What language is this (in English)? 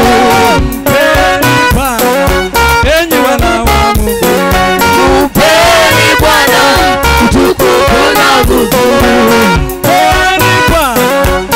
Swahili